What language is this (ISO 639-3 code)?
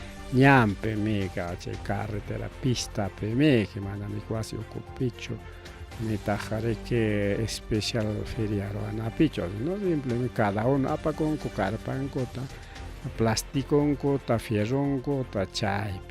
quy